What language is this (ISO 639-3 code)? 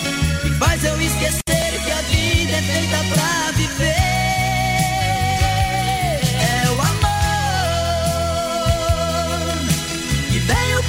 por